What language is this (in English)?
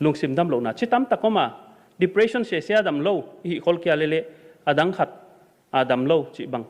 Paite Chin